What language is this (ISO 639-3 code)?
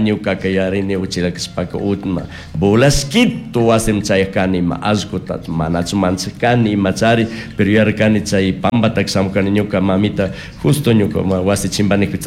qug